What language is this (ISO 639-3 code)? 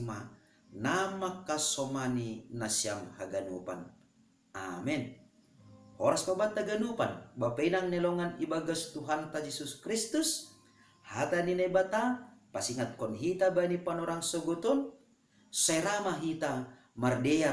bts